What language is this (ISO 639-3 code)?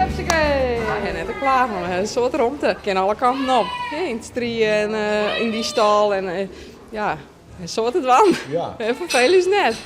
fry